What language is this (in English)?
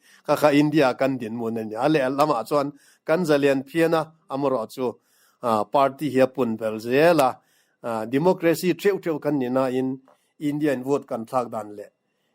Mizo